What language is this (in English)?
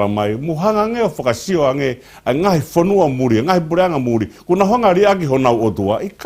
Tongan